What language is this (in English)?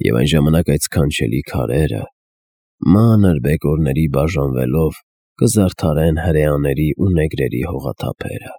Armenian